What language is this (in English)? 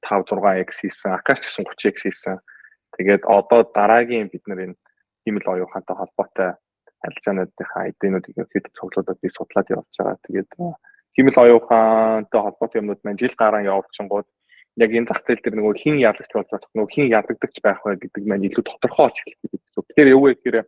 Mongolian